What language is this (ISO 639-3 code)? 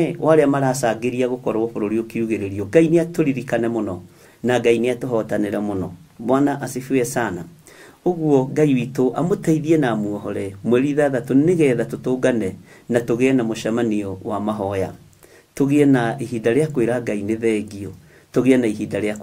kik